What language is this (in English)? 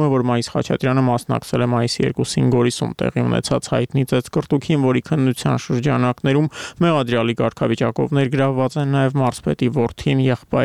Armenian